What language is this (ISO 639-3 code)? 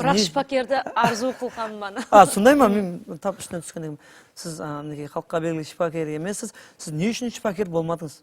kaa